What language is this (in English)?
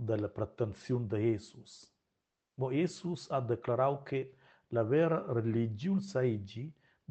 Romansh